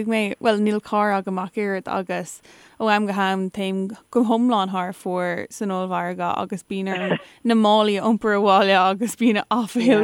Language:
Irish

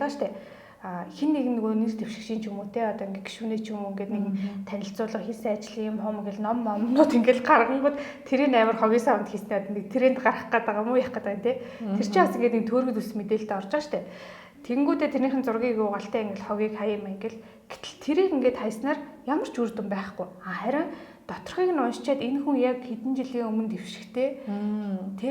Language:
Mongolian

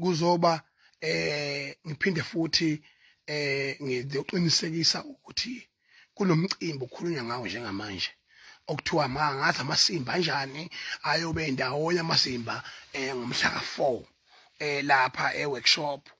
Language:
Zulu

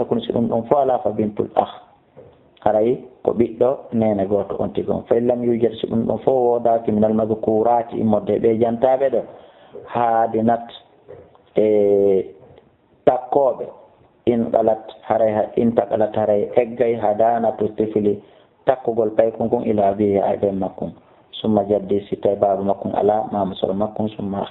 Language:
Fula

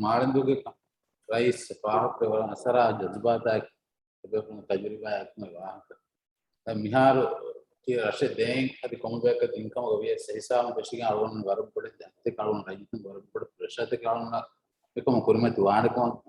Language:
Divehi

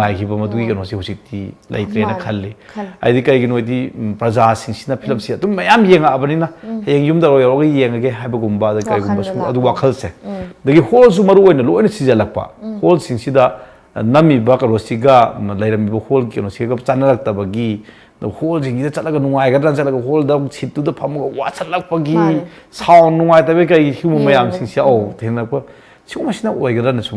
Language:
Manipuri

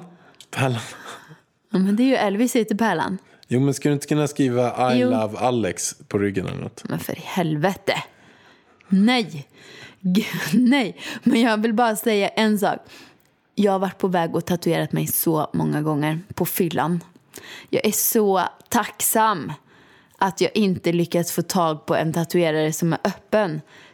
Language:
Swedish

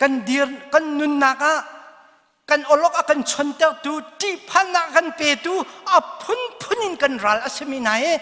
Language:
Hakha Chin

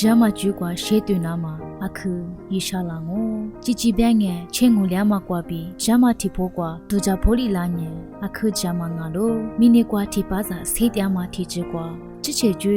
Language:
Lisu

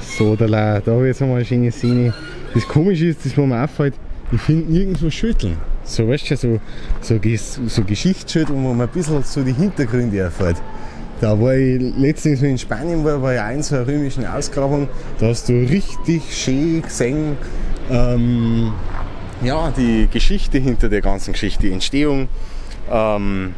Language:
Bavarian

